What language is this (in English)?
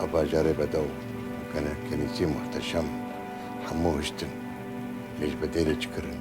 Kurdish